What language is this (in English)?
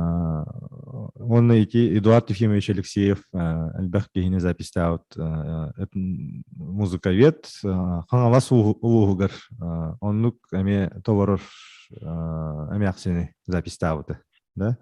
Yakut